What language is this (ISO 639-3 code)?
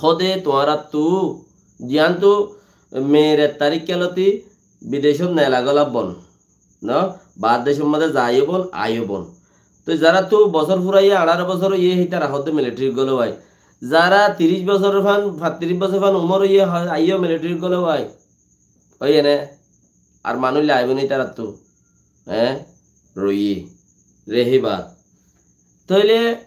rhg